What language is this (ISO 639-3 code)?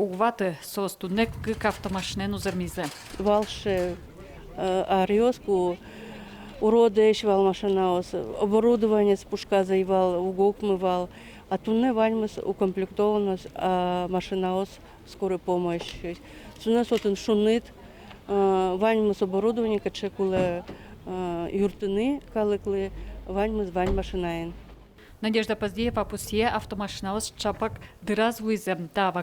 udm